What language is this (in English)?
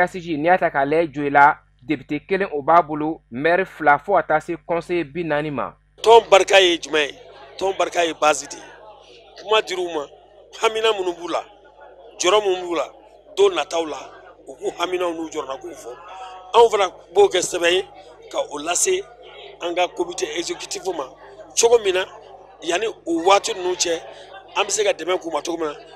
Bambara